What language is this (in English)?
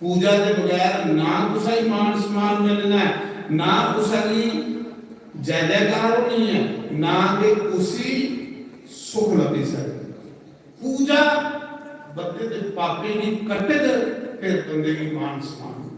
Dogri